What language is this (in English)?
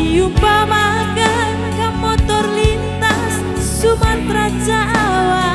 Batak Karo